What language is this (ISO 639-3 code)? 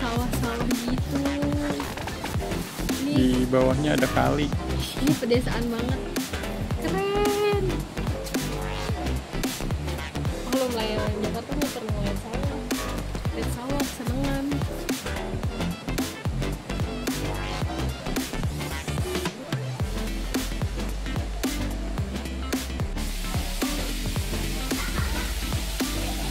ind